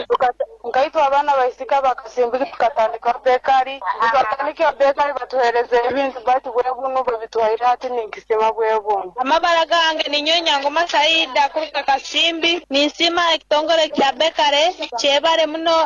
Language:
Nyoro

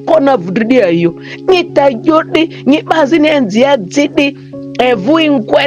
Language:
Ma'di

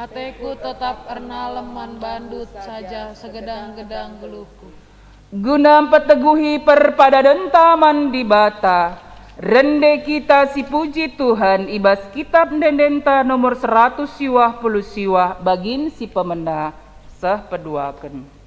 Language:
Batak Karo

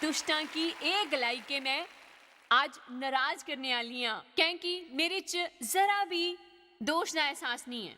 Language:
Dogri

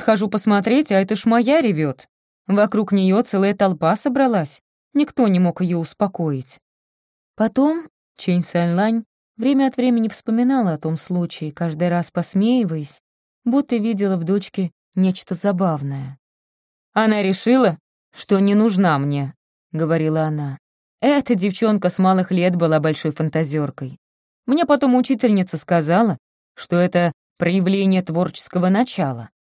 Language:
Russian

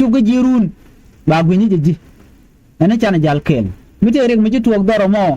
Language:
Nuer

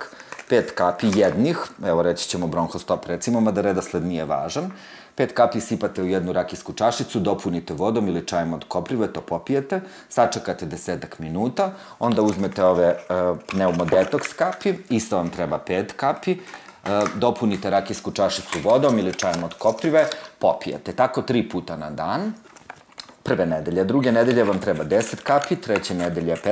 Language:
Serbian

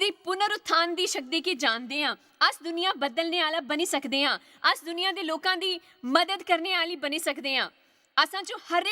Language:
Dogri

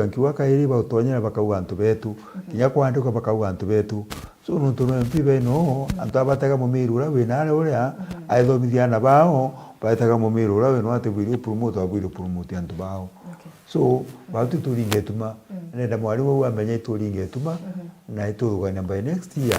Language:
Meru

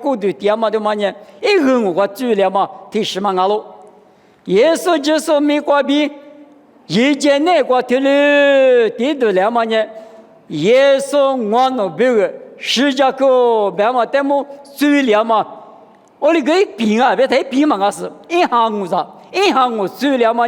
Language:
Lisu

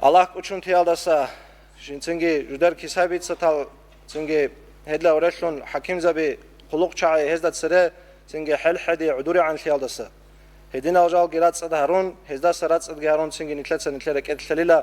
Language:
Avaric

